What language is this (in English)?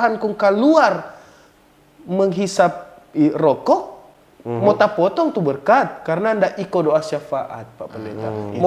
Manado Malay